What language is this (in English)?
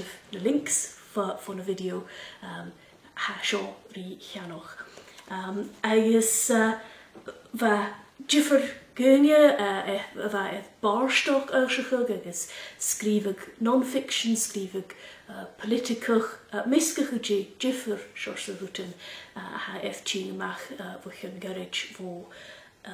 Scottish Gaelic